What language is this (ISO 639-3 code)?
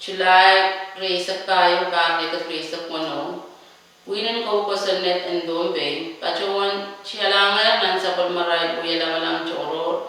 pon